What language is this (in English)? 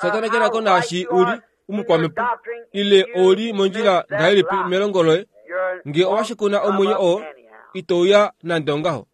Kuanyama